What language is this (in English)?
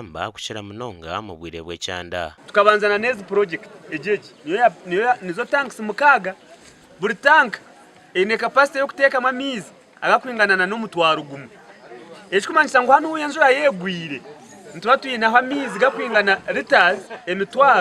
Nyankole